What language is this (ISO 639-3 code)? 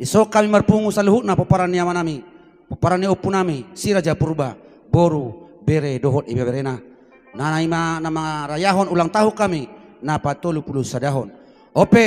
bbc